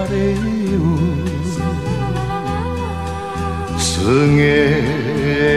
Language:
Japanese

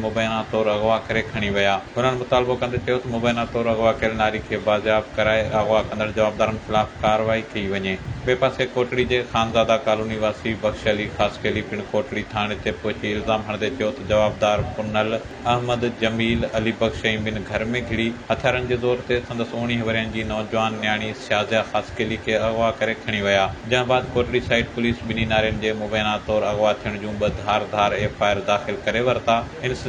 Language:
Sindhi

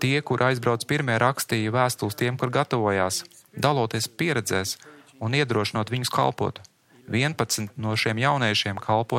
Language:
Latvian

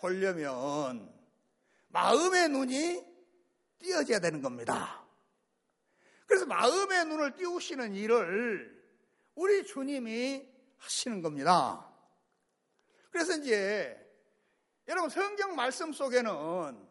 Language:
Korean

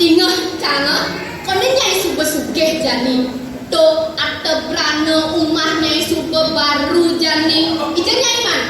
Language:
Balinese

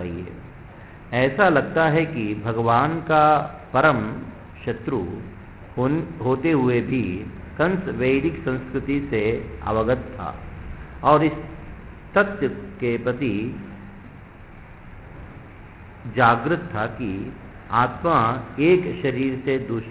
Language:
Hindi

